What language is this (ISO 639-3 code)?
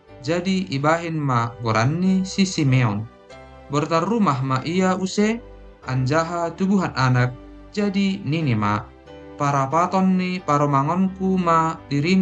bts